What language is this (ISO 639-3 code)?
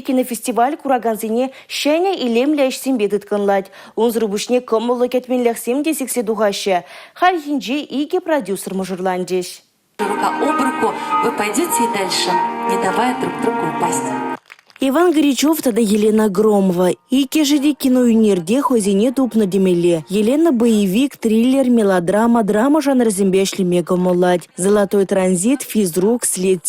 chv